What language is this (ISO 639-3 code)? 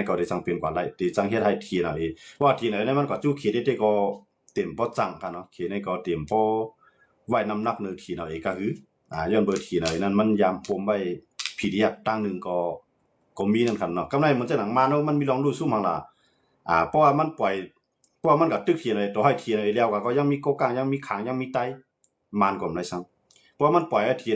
shn